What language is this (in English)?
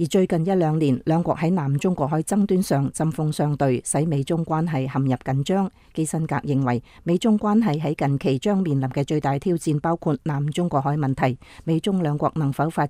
Cantonese